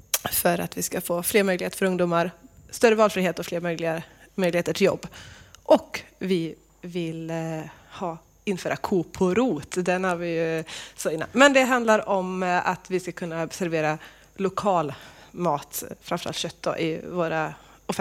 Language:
Swedish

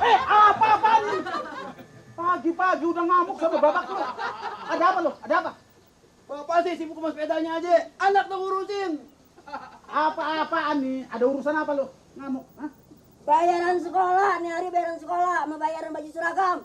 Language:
Betawi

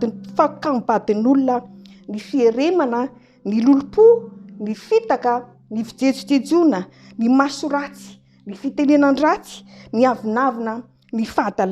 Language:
Malagasy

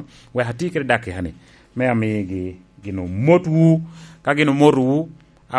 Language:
Lango (Uganda)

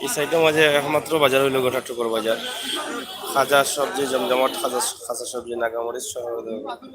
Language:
Sylheti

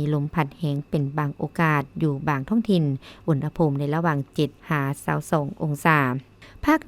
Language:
Lao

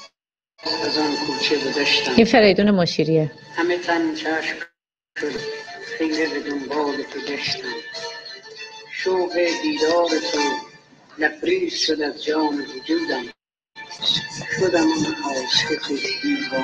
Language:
Persian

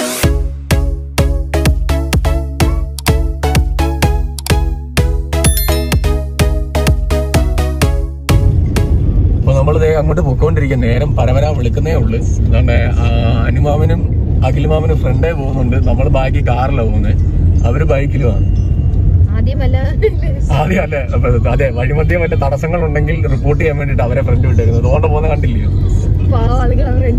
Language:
Malayalam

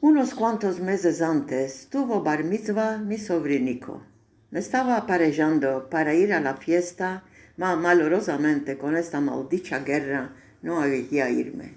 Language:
Ladino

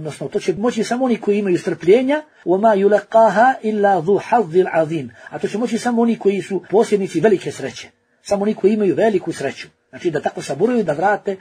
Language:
Bosnian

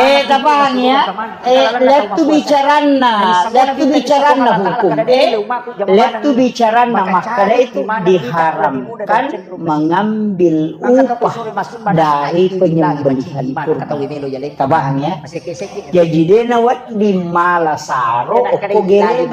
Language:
Buginese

